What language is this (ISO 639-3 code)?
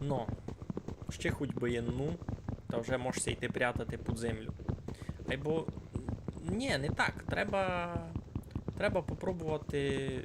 rue